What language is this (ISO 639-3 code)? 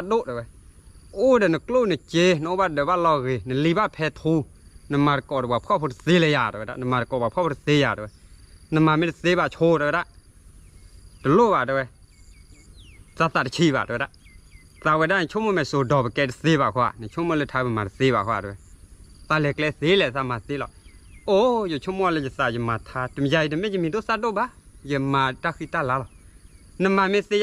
ksw